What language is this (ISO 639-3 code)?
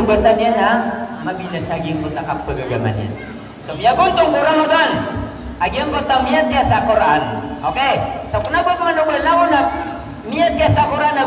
mrw